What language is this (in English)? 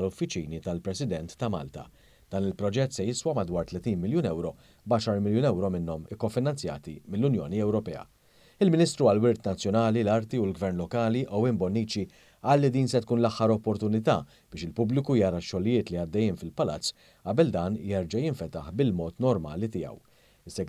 Maltese